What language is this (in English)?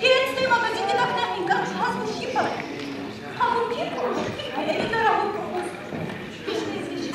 Tabassaran